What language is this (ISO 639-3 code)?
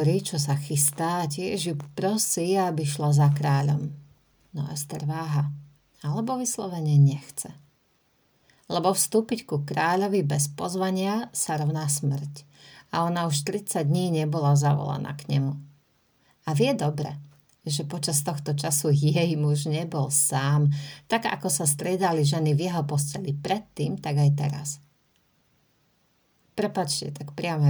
slk